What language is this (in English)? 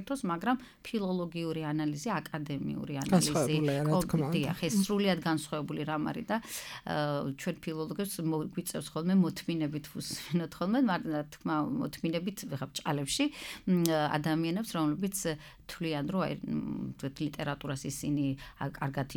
Georgian